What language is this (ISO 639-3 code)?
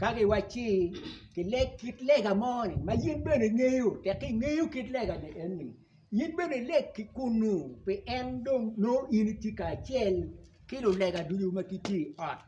ach